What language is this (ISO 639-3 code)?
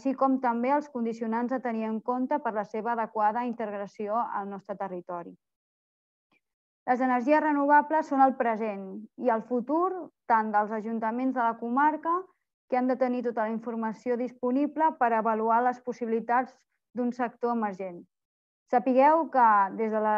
cat